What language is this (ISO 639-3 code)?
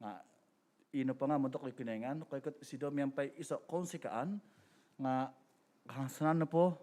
dtp